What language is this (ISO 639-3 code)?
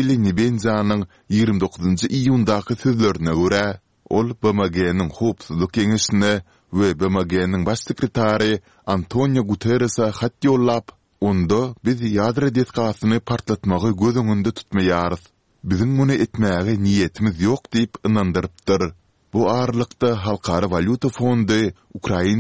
tuk